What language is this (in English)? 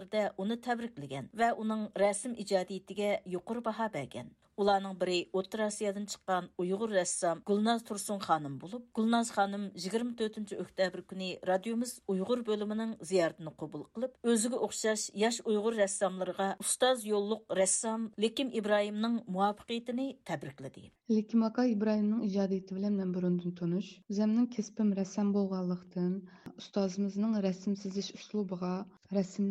Uyghur